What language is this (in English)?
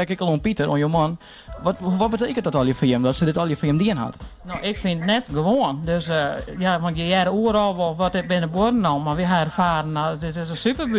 Western Frisian